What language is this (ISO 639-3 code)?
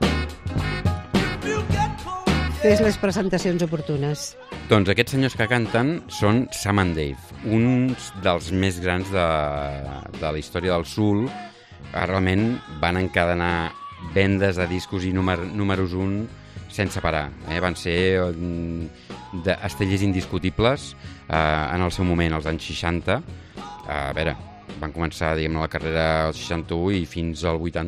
cat